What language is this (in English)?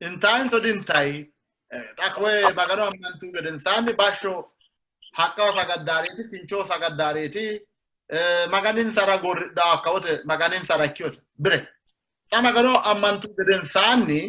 Sidamo